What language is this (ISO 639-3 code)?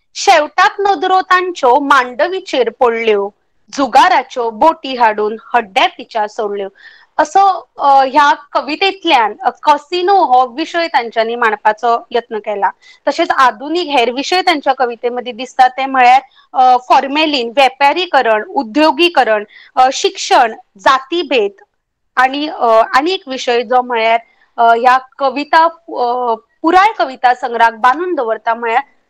kok